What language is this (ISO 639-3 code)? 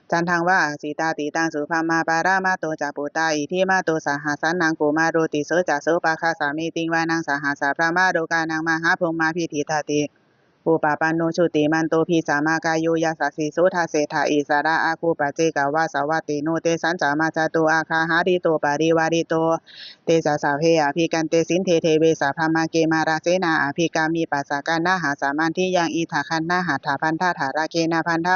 pli